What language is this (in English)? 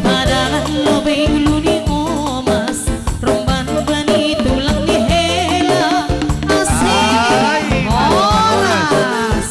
Batak Simalungun